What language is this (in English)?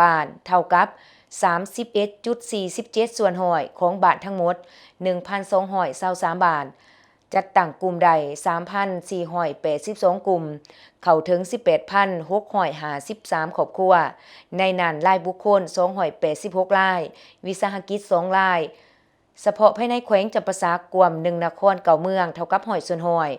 Lao